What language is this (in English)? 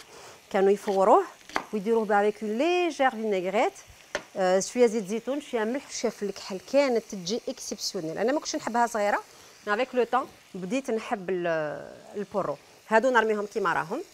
Algerian Arabic